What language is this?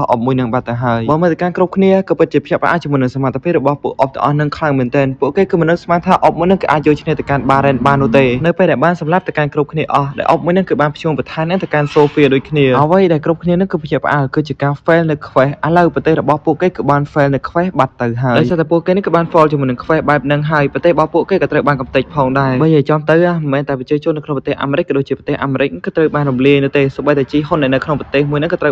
Khmer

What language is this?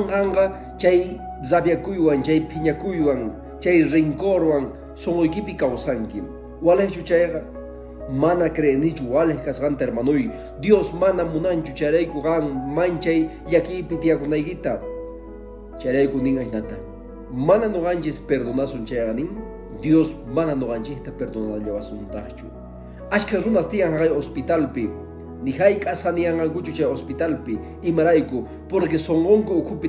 Quechua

